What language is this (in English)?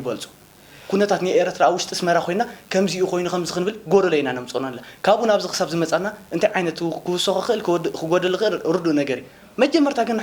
Tigrinya